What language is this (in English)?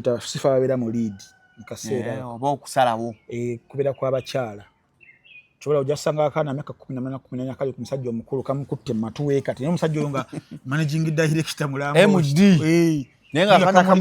Ganda